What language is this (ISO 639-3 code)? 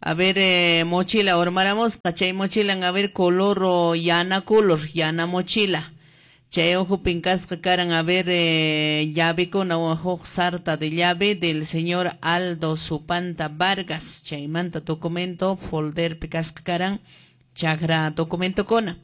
que